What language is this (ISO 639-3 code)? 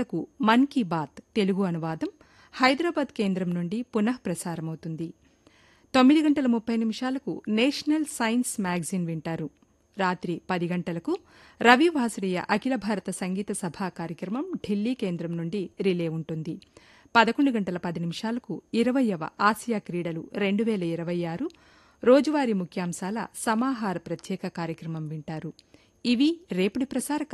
tel